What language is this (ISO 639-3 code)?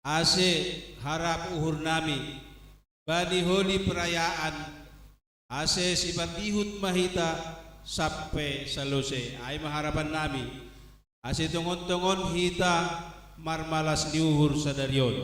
bts